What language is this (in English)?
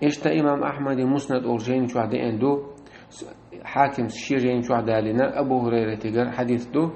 Chechen